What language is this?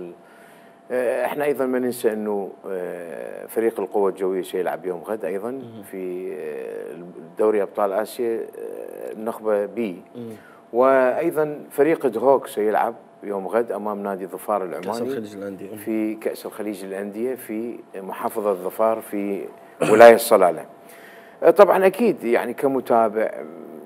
Mesopotamian Arabic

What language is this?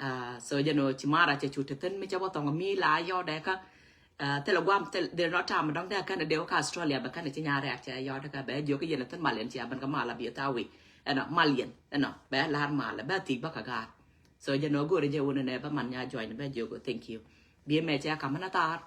Nuer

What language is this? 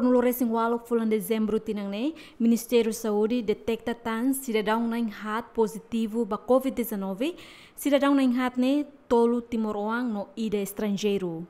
Tetum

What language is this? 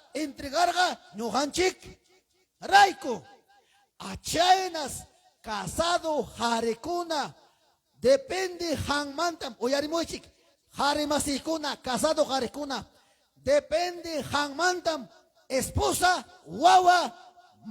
Ayacucho Quechua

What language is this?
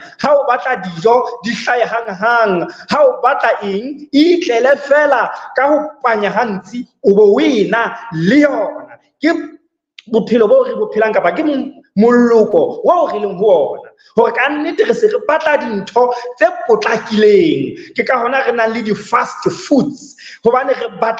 Southern Sotho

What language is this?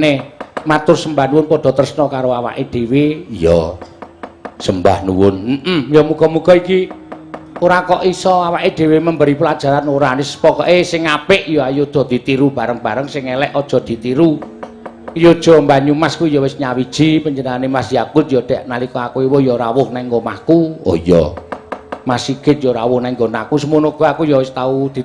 Javanese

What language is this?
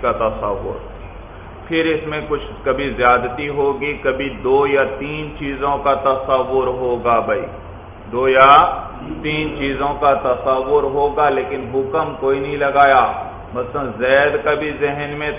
Urdu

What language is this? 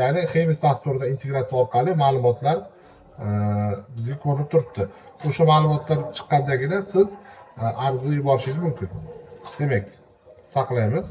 Uzbek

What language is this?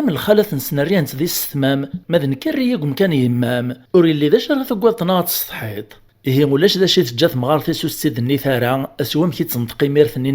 Kabyle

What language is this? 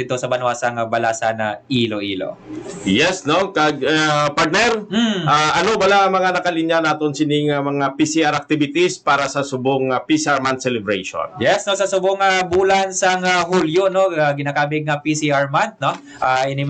Hiligaynon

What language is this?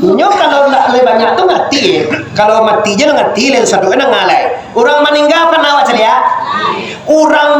Minangkabau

